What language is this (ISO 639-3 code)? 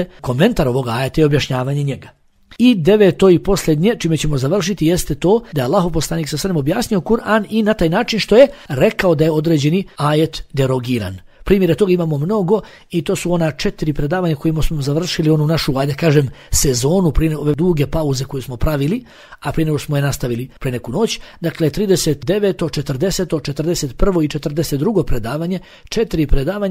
bos